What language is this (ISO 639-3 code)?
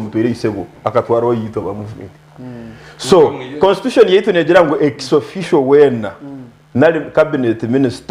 nyn